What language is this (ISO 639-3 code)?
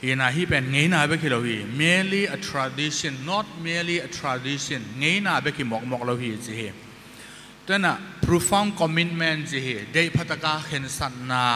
ctd